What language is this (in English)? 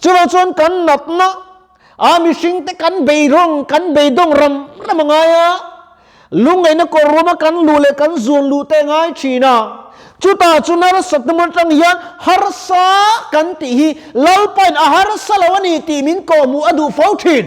Mizo